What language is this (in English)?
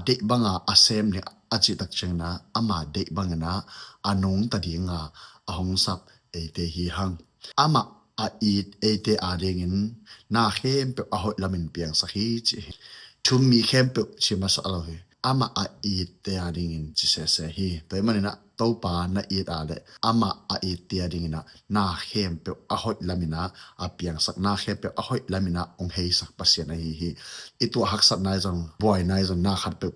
Tedim Chin